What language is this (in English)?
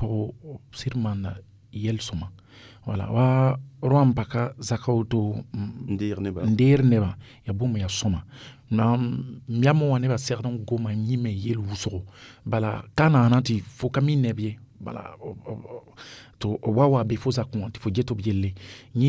Mossi